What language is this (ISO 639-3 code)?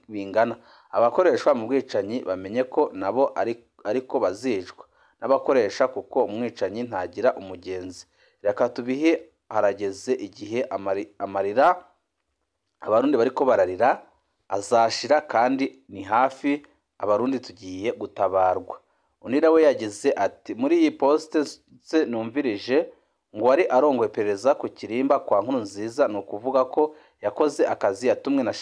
run